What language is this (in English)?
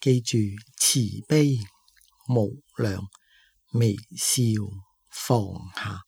Cantonese